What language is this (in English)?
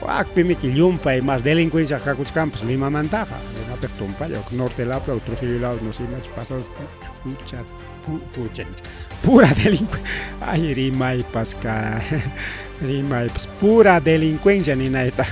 Ayacucho Quechua